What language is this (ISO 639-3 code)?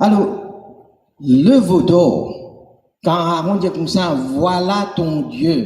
mfe